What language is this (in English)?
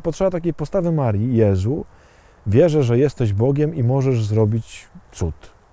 Polish